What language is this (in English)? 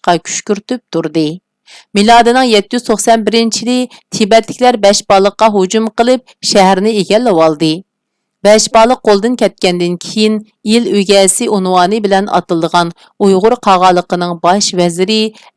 Uyghur